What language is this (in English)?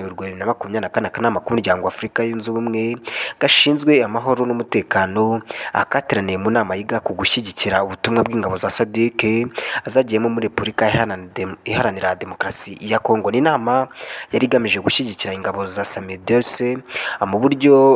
Kinyarwanda